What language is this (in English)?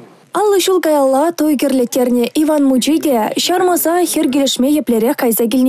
Chuvash